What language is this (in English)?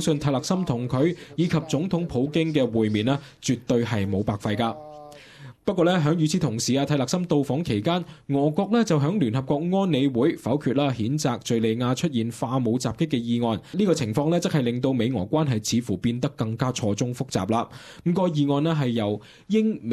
Cantonese